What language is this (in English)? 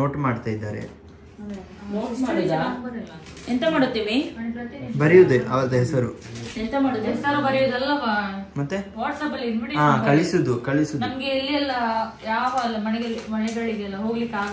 Kannada